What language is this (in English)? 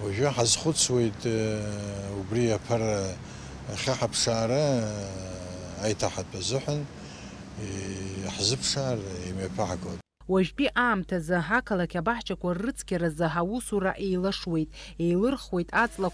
Abkhazian